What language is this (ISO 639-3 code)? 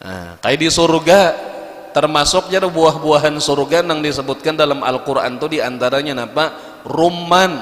bjn